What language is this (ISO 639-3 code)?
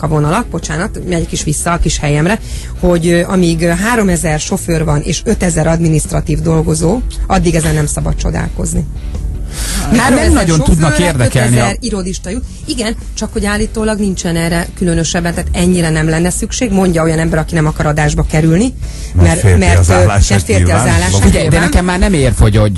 hun